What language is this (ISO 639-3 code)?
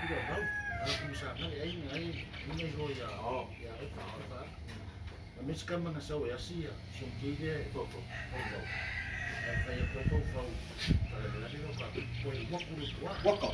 smo